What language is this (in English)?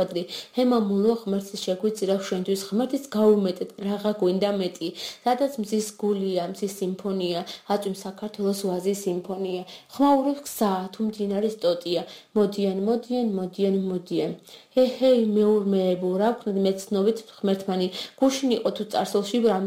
Georgian